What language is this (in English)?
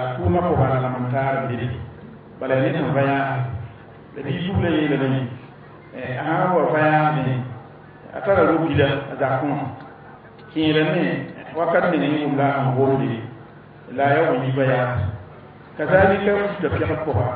Mossi